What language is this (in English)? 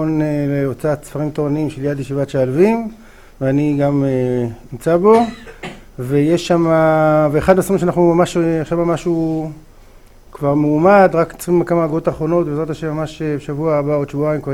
Hebrew